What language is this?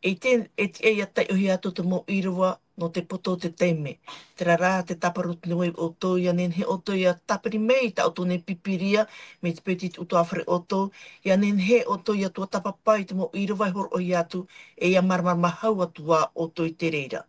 Tahitian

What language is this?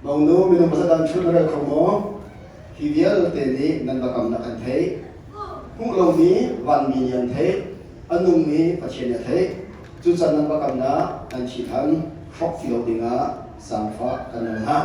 Hakha Chin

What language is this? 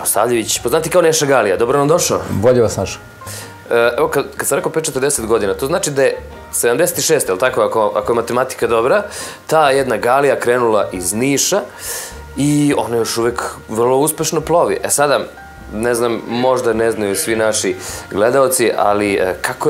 Serbian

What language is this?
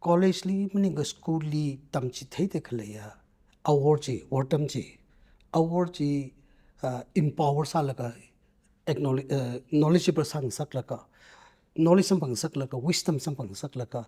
Tangkhul Naga (India)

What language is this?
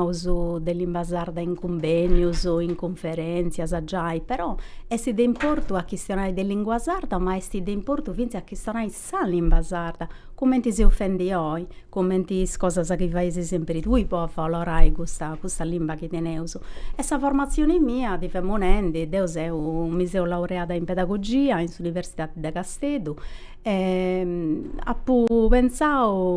Sardinian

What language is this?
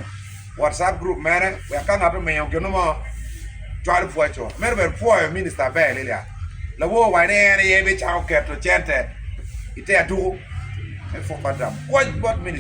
Acoli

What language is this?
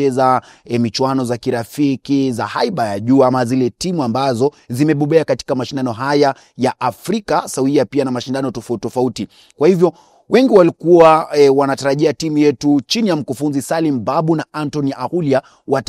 Swahili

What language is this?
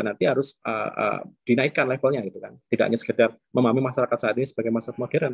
Indonesian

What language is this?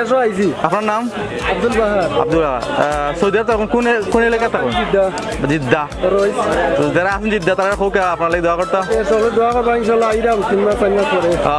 Sylheti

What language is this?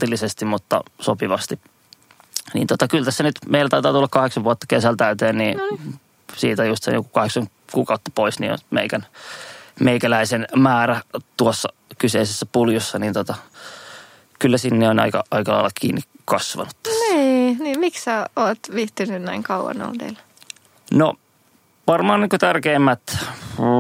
Finnish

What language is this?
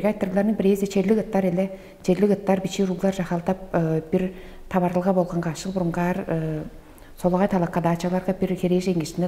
Tuvinian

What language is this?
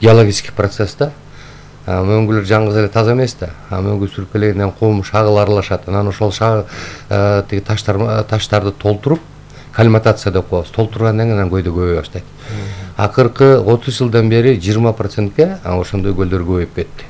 Kyrgyz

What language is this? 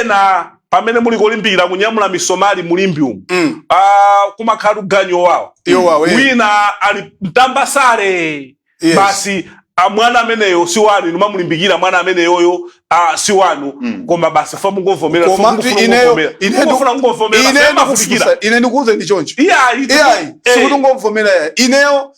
Nyanja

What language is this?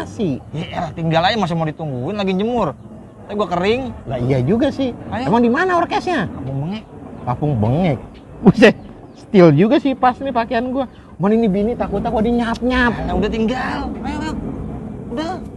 Betawi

